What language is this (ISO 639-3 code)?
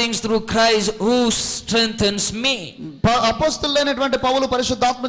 tel